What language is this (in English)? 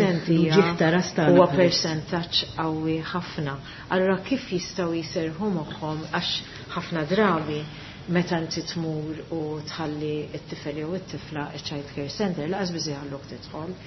Maltese